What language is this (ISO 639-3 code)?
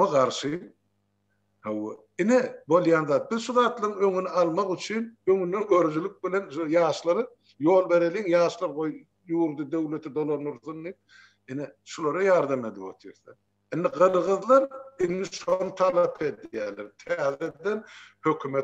tuk